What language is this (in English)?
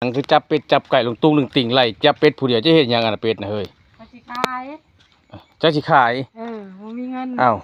Northeastern Thai